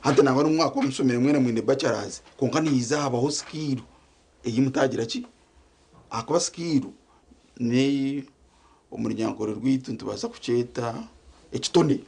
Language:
Nyankole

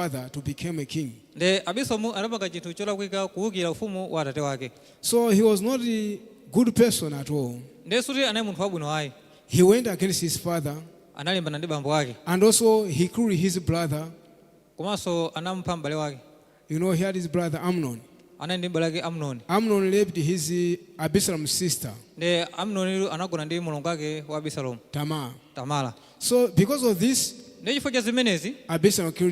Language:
Nyanja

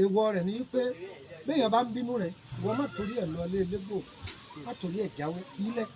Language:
Yoruba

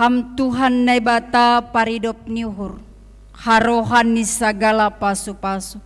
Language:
Batak Simalungun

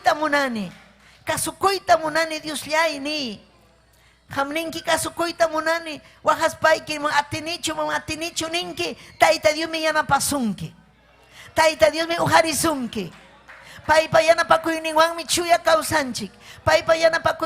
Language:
Ayacucho Quechua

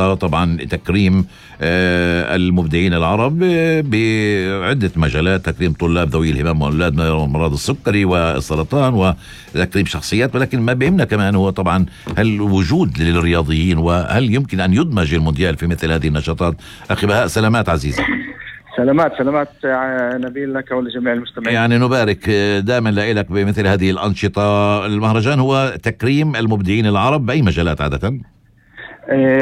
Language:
North Levantine Arabic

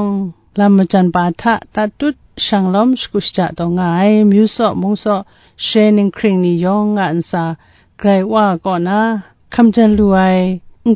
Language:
Kachin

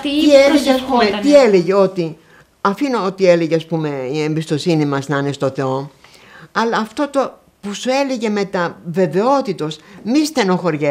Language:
Greek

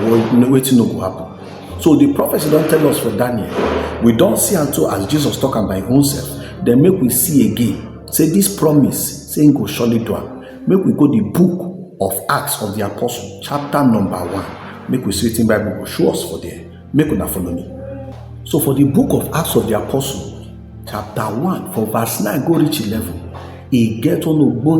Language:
Nigerian Pidgin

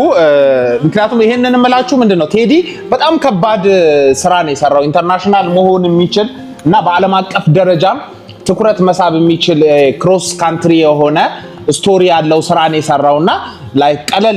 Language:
Amharic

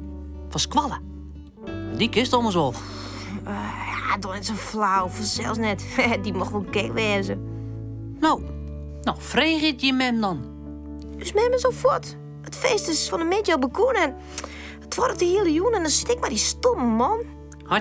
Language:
Western Frisian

